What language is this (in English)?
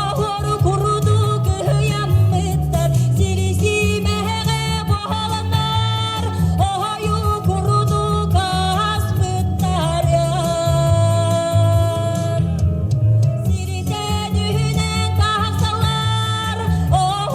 Yakut